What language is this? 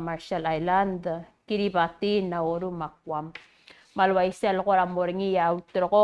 Palauan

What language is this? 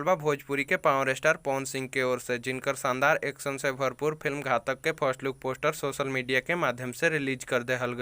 Bhojpuri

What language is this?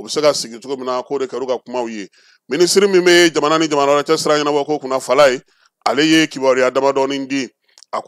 Bambara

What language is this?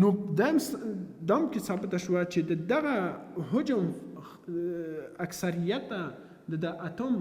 Pashto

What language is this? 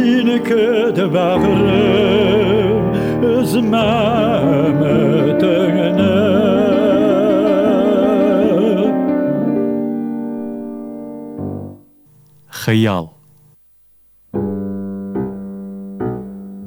Tatar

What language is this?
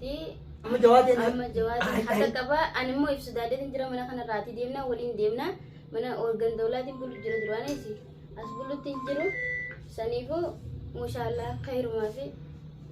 Oromo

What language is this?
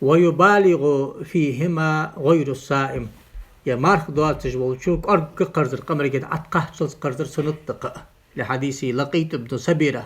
Ingush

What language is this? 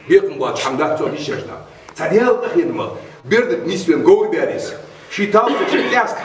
Ingush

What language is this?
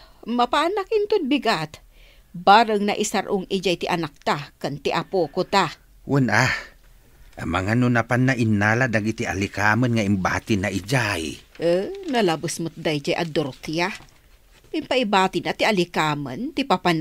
Iloko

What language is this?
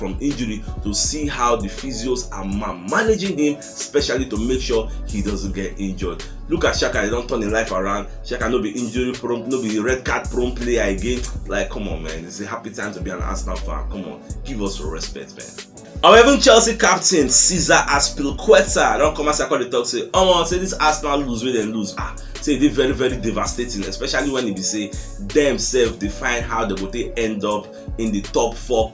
Nigerian Pidgin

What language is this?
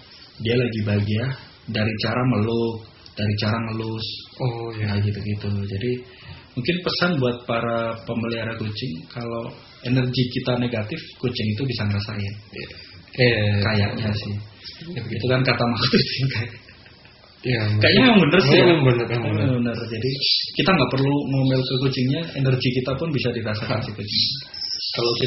Indonesian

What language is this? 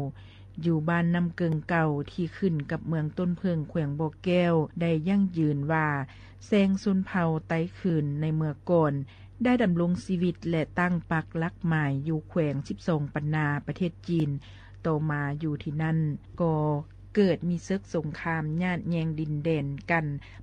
Lao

